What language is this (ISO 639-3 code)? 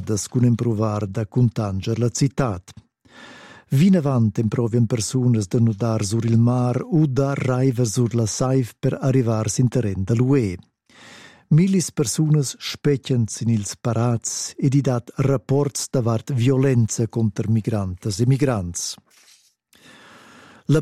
roh